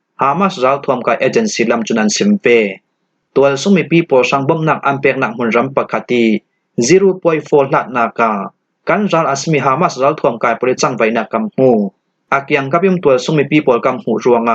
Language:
Falam Chin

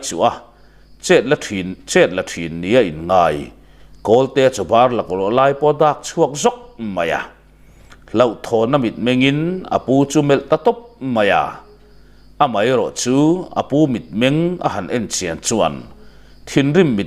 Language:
Mizo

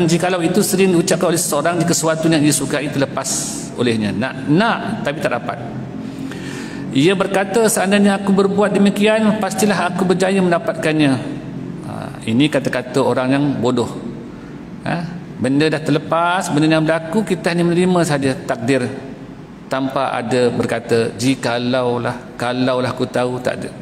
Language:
Malay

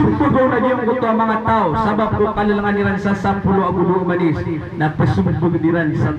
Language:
Maranao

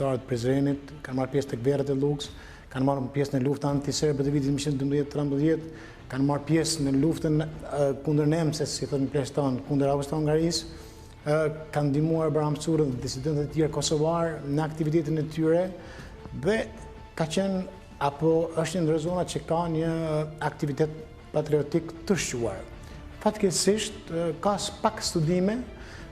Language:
Albanian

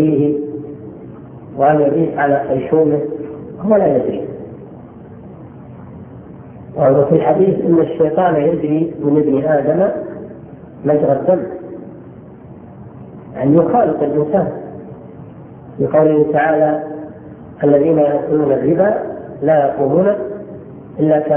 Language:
Arabic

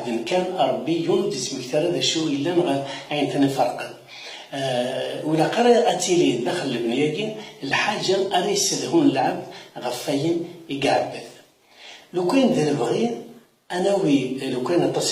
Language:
Kabyle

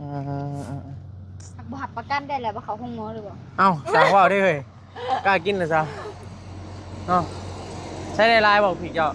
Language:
Northeastern Thai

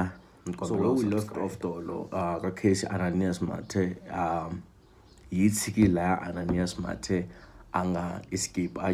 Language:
Tsonga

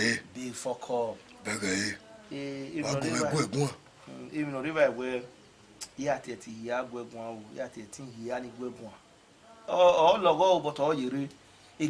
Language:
Bini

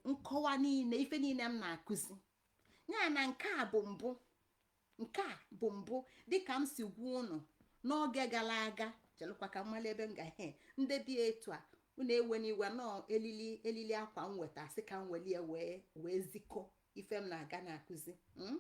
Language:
Igbo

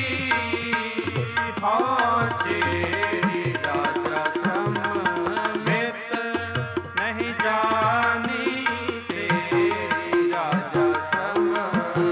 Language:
Punjabi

